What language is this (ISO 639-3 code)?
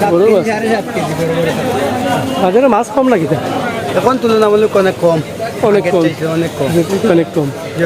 syl